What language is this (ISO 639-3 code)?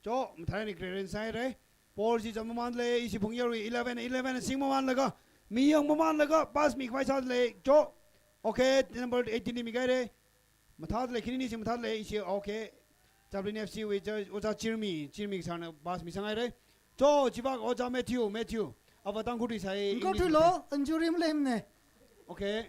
nmf